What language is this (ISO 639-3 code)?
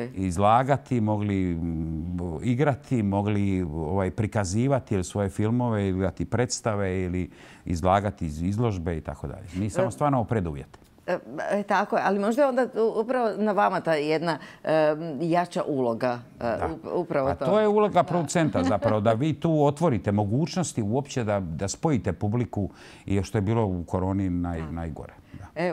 hrv